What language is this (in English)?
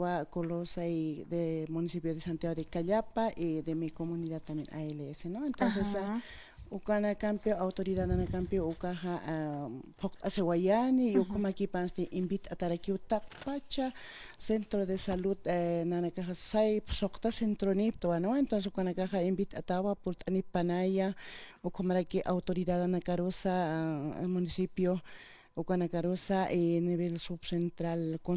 Aymara